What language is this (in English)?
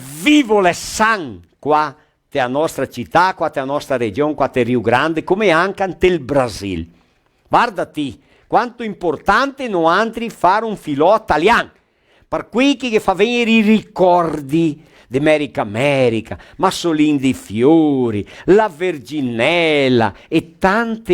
Venetian